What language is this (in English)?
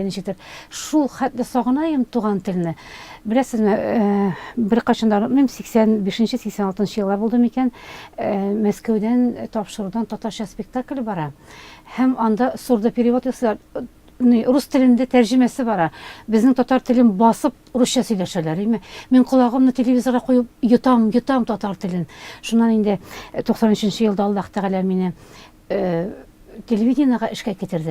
Tatar